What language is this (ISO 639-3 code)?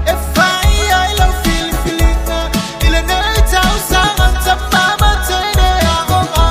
smo